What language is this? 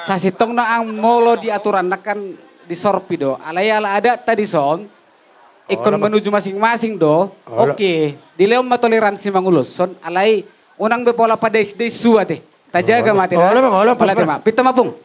Batak Toba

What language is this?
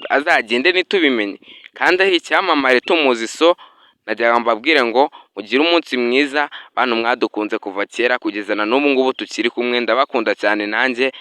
Kinyarwanda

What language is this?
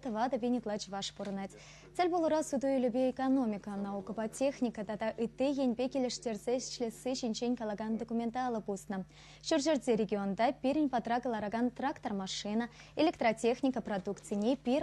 Chuvash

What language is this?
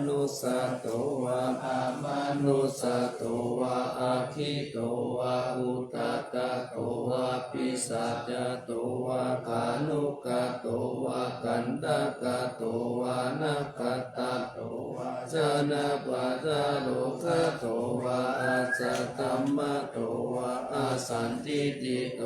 Pali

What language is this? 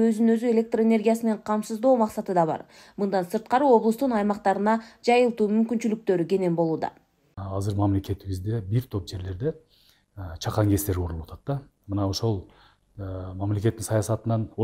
Kyrgyz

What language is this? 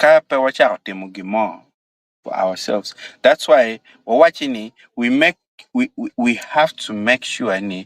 Acoli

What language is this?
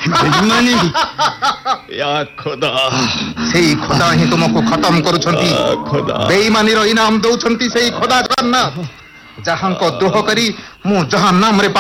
Odia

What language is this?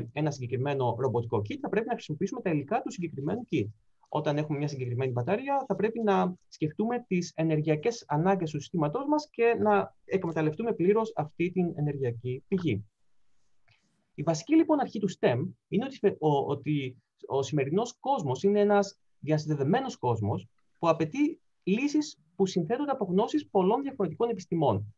Greek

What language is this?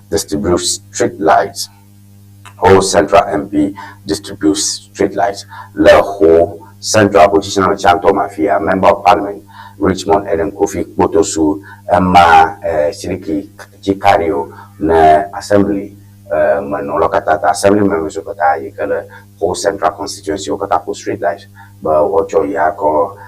Ewe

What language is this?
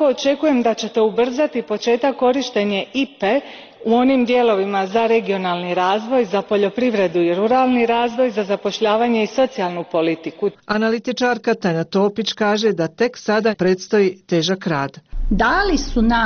Bosnian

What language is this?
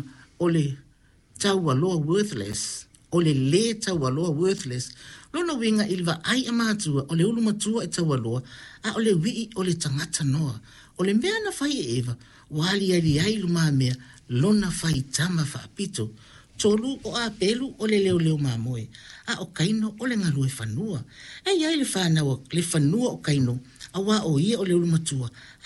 Samoan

